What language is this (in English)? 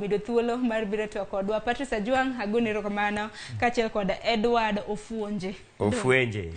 Luo (Kenya and Tanzania)